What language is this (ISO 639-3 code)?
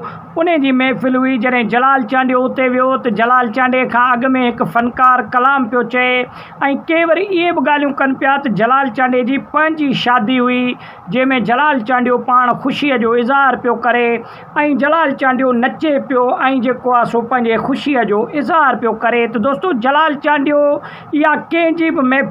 snd